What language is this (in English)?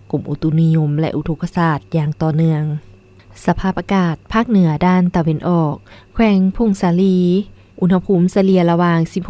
Lao